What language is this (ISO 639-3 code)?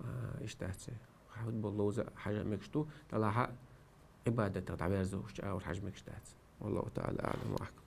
che